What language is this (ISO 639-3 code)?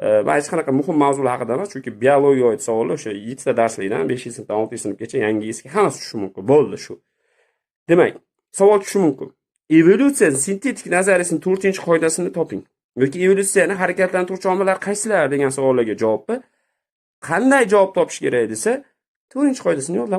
uzb